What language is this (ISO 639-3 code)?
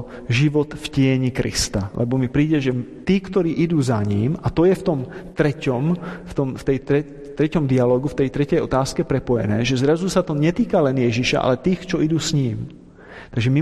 slk